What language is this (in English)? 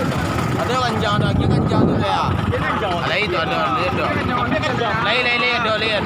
Minangkabau